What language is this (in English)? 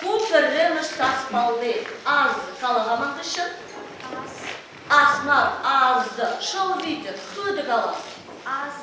Chuvash